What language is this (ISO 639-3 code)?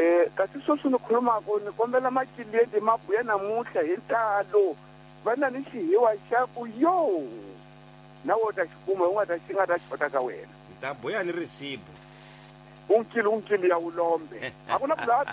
tso